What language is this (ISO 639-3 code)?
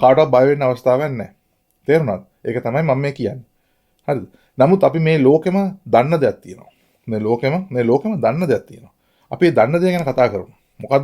sin